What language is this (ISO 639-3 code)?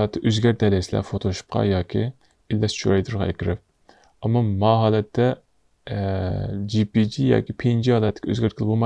uig